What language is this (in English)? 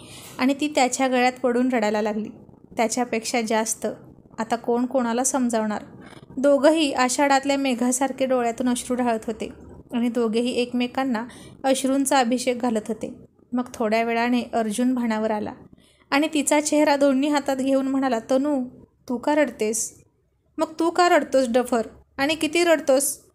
Marathi